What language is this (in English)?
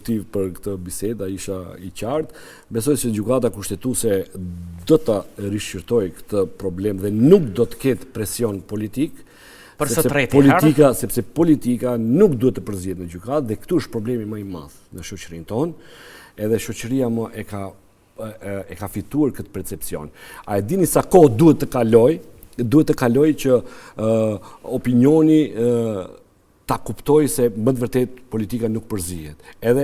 Albanian